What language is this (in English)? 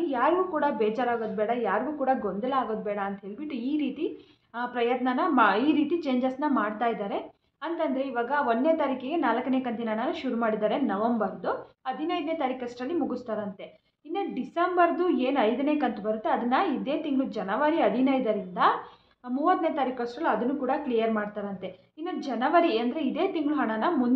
Kannada